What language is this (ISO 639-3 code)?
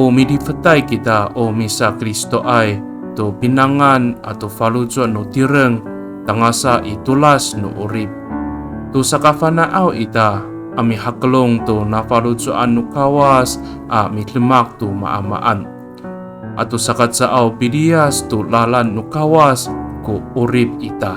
ami